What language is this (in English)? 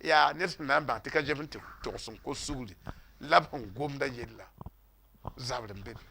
Mossi